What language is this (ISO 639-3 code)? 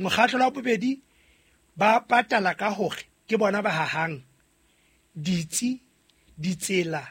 sot